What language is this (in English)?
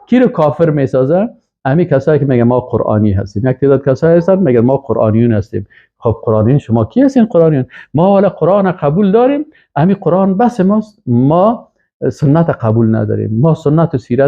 Persian